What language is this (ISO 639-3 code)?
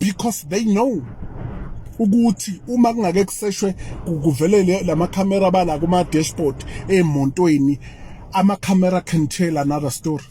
zul